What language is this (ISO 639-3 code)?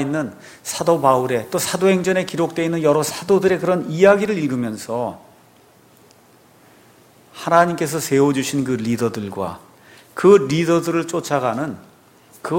kor